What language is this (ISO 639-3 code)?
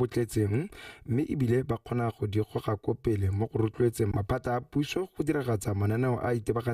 tsn